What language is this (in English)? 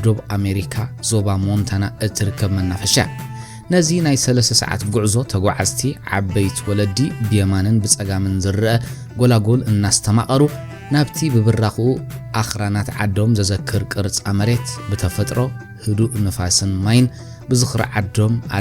Tigrinya